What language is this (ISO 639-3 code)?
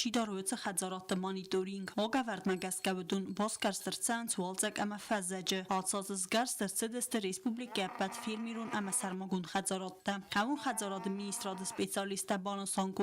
oss